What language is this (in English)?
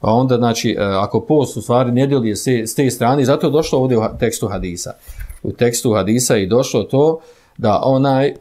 Bosnian